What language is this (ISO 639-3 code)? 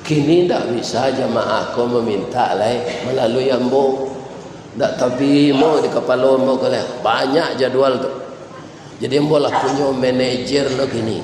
min